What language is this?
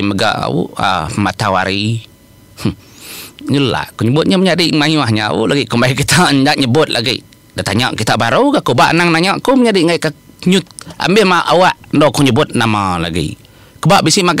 Iban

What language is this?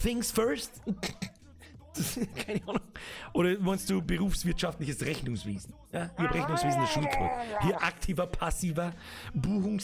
Bavarian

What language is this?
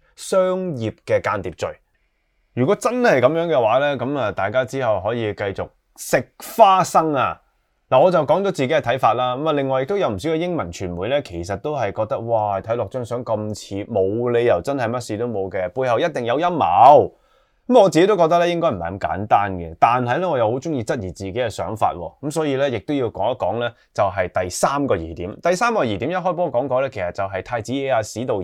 Cantonese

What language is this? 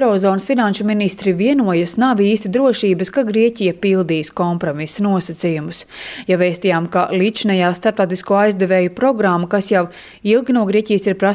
Latvian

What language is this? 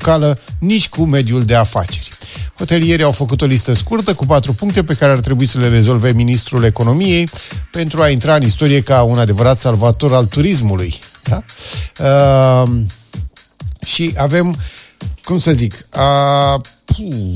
Romanian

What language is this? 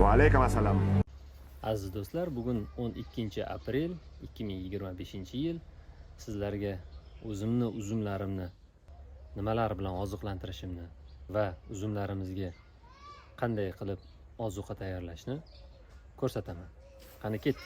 Uzbek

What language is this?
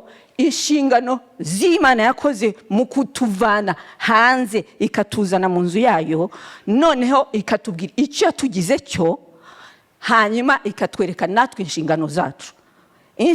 Kinyarwanda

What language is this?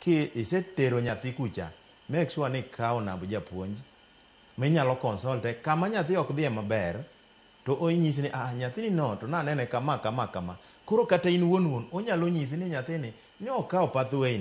Luo (Kenya and Tanzania)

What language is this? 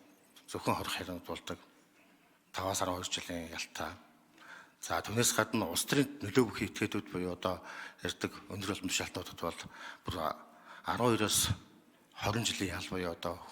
Mongolian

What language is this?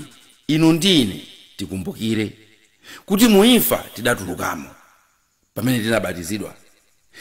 Nyanja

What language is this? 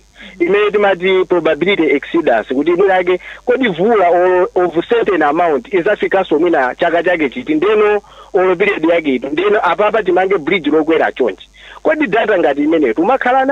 Nyanja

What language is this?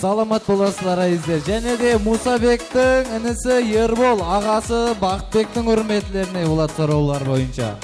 Kara-Kalpak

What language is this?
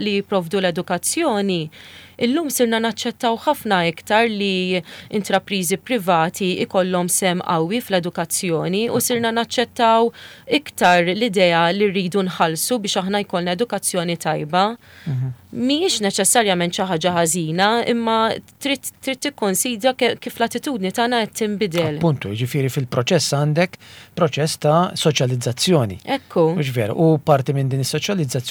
Maltese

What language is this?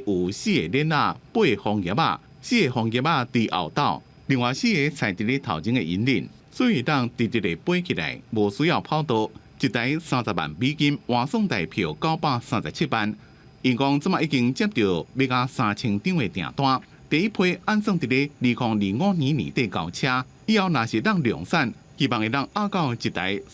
Min Nan Chinese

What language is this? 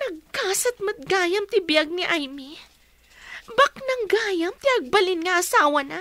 Iloko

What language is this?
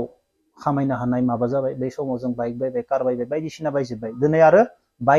Bodo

